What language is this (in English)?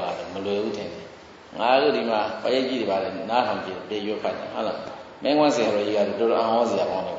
Burmese